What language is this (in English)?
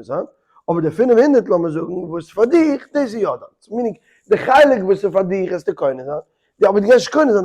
Yiddish